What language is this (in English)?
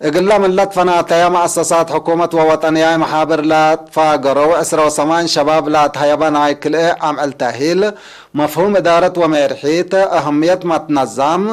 Tigre